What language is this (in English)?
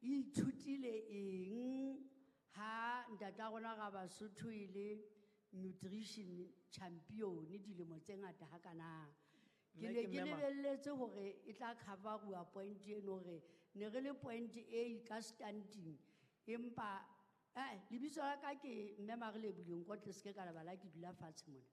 Southern Sotho